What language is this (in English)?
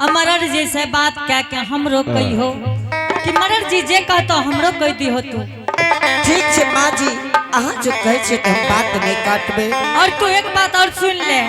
Angika